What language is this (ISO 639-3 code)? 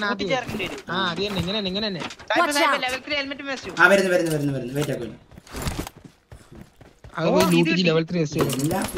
mal